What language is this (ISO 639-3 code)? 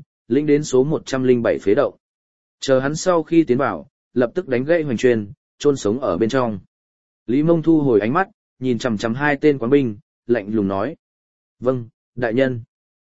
vie